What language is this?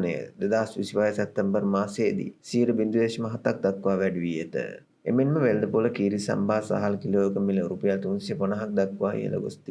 Sinhala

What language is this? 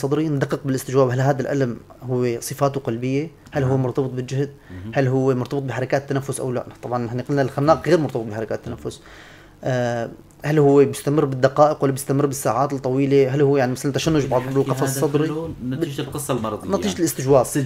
North Levantine Arabic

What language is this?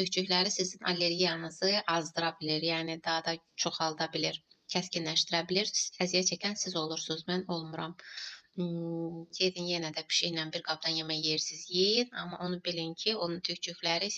Azerbaijani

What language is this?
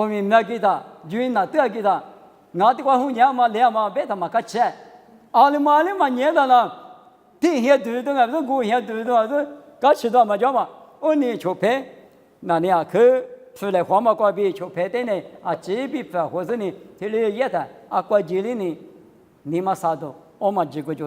Lisu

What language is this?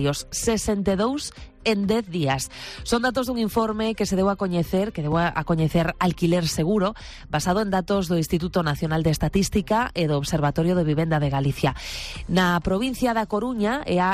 Galician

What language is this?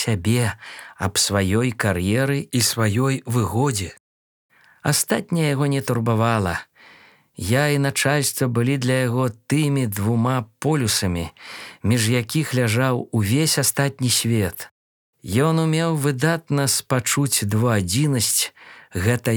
Belarusian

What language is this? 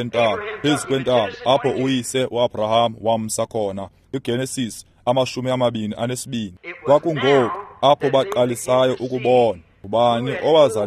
Xhosa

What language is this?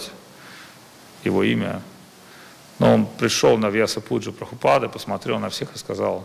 Russian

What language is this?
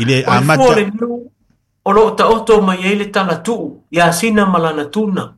Samoan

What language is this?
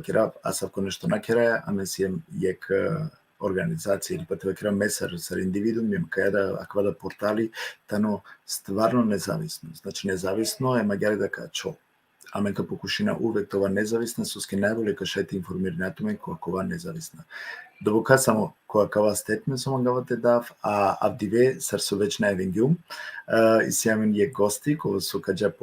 Balkan Romani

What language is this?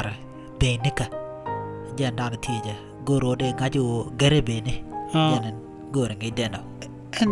Nuer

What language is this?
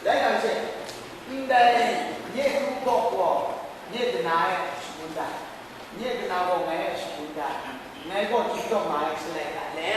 Kachin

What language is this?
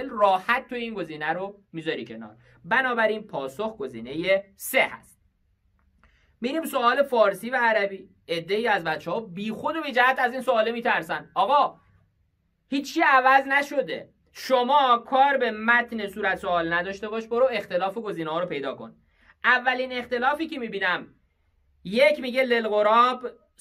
Persian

